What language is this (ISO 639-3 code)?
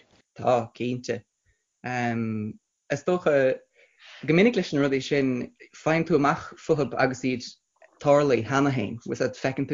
gle